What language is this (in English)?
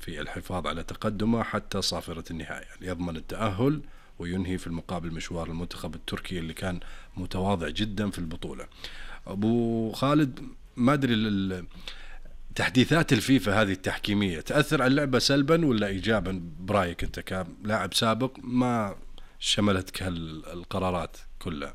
Najdi Arabic